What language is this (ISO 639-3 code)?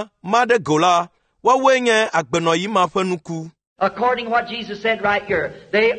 ewe